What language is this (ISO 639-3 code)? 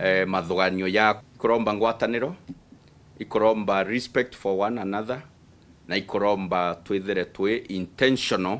mer